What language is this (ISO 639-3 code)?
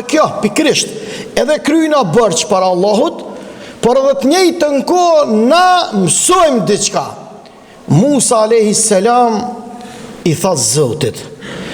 sqi